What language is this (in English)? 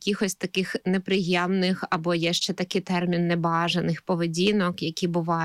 Ukrainian